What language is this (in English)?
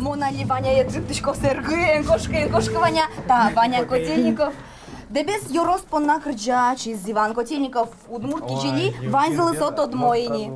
Udmurt